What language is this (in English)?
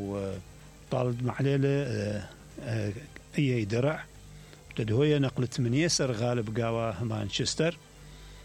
Mesopotamian Arabic